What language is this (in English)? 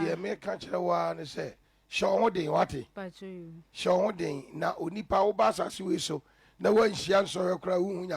Akan